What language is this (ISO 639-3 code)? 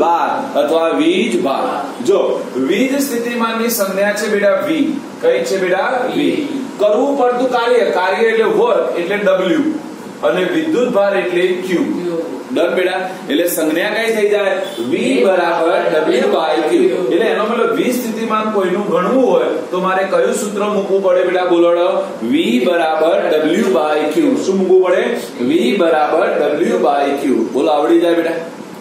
guj